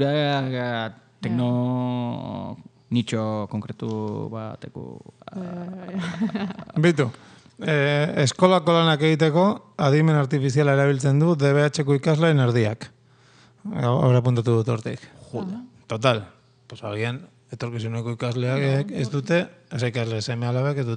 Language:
Basque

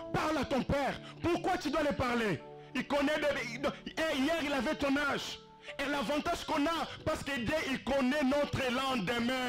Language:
French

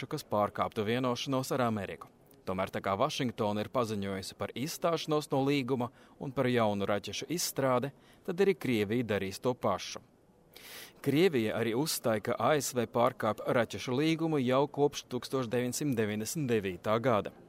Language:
Latvian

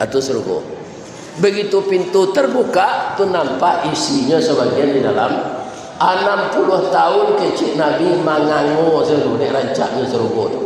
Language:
Minangkabau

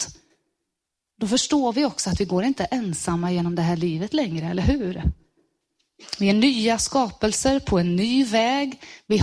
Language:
Swedish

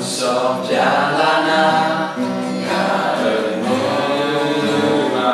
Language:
Akha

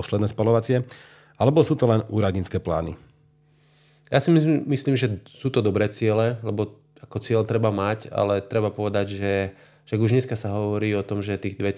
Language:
Slovak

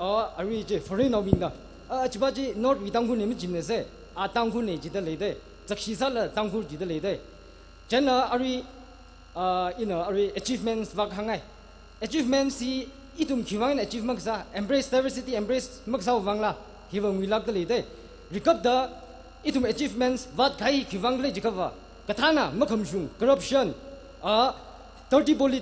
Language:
Tangkhul Naga (India)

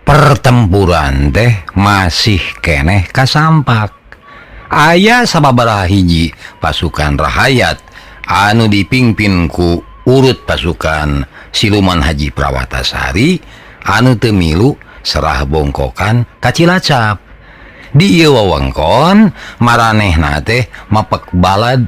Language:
Sundanese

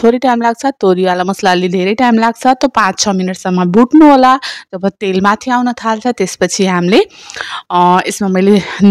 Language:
Nepali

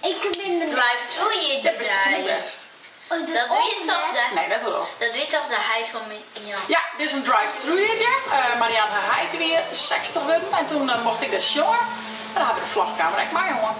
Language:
Western Frisian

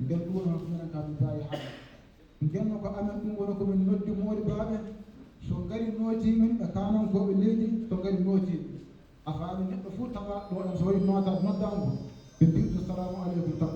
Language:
Fula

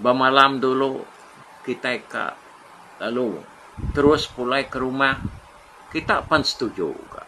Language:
Iban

